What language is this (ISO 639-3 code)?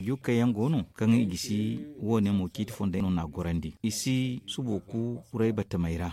dje